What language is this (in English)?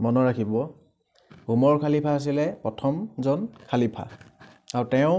Assamese